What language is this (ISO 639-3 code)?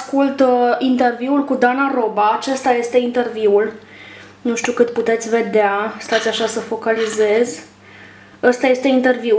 ron